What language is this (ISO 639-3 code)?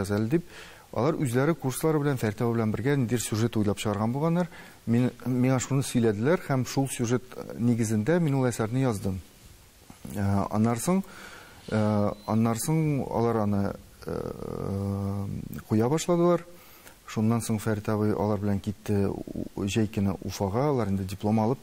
tat